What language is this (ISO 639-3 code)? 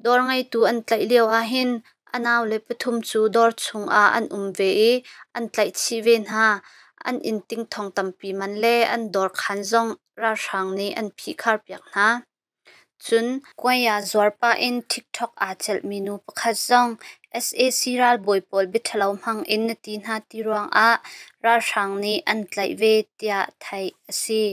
cnh